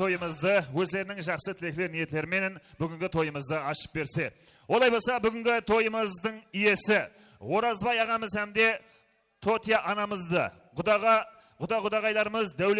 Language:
Kara-Kalpak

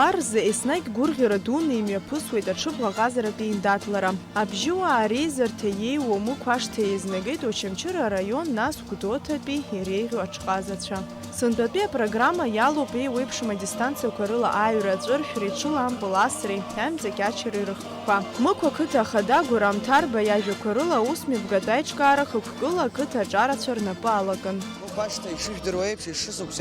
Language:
Abkhazian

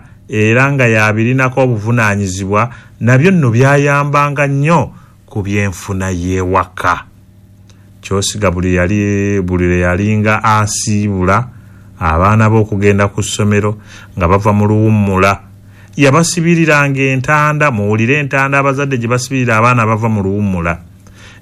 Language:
Ganda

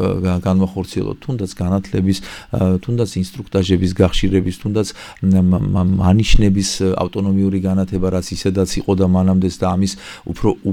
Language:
Georgian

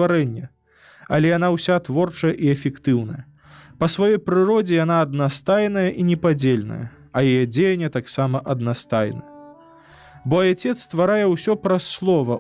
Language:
Belarusian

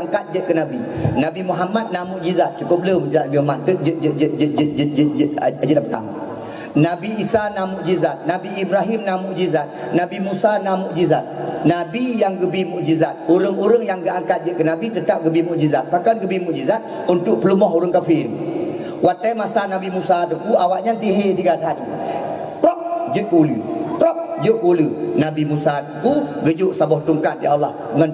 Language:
Achinese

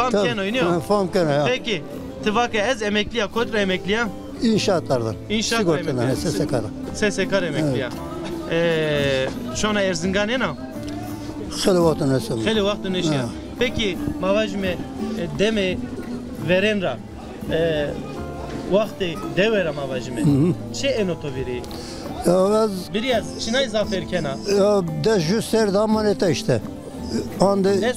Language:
Zaza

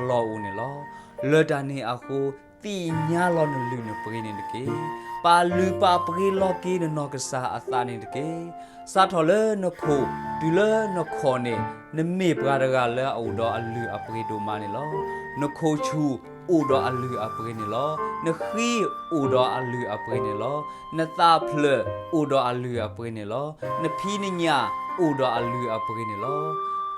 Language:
S'gaw Karen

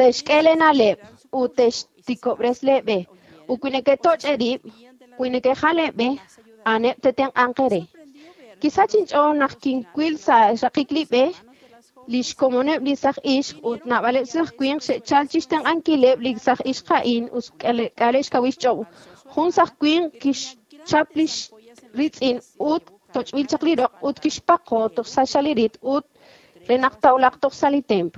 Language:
Kekchí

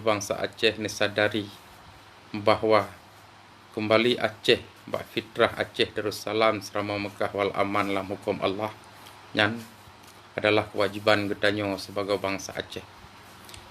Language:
Achinese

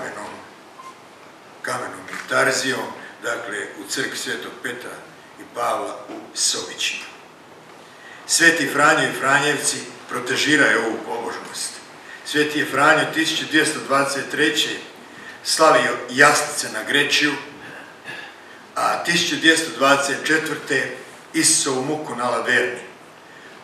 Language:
Croatian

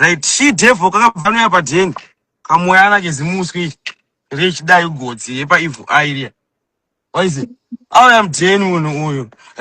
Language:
Shona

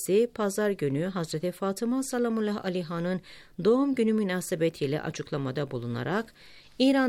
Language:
Turkish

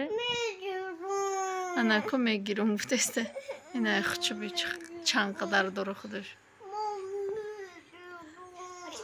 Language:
Tajik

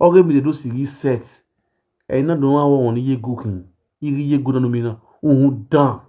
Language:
Nigerian Pidgin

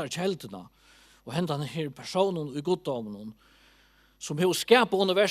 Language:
Faroese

